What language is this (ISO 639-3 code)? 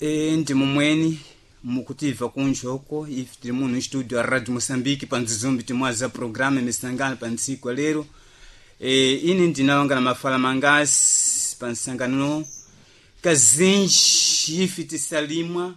seh